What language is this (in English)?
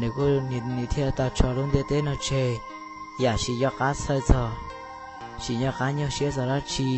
Hmong